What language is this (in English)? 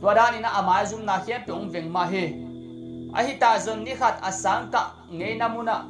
Tedim Chin